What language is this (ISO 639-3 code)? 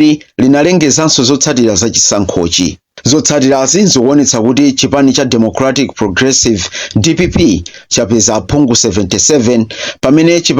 nya